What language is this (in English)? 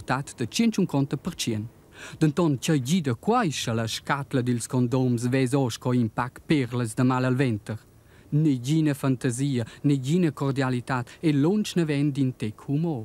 Romansh